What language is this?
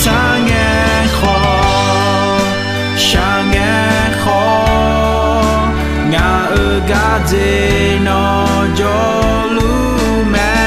Akha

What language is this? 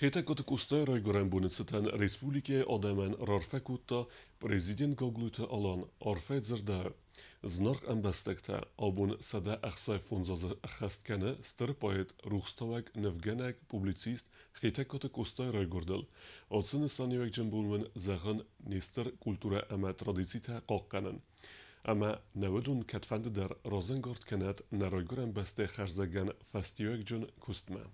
Ossetic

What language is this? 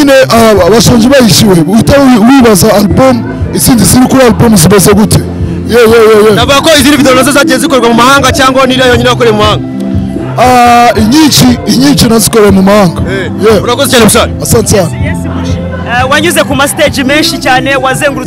Kinyarwanda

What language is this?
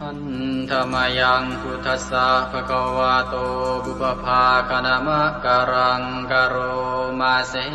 Pali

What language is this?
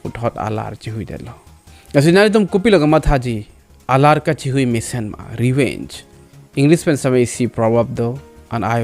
Karbi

